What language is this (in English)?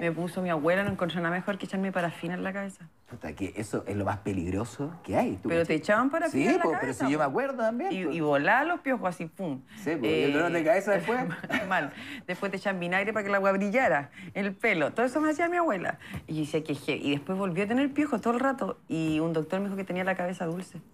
Spanish